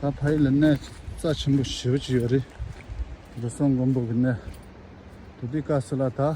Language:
Tibetan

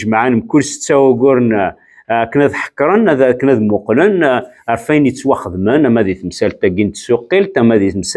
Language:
Kabyle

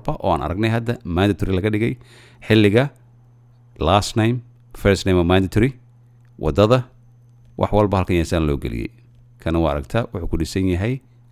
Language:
Somali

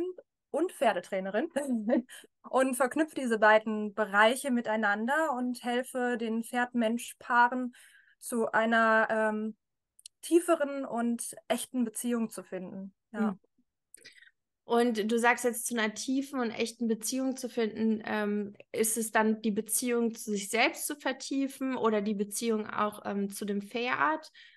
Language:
German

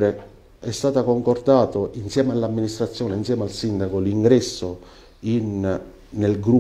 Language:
Italian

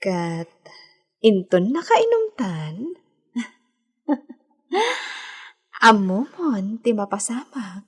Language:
Iloko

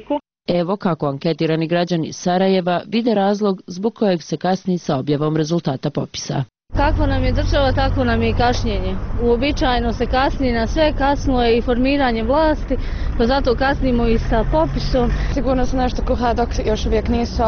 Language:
Bosnian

